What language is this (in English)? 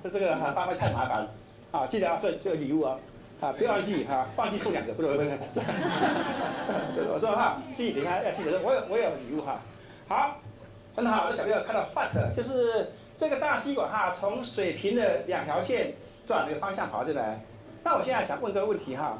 Chinese